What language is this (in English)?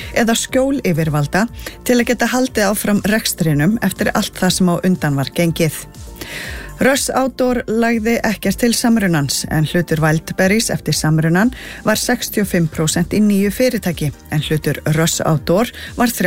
Icelandic